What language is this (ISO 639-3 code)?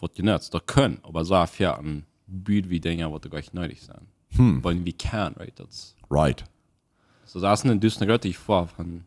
pdt